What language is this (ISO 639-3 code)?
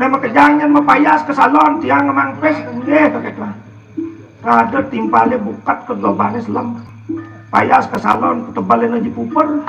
ban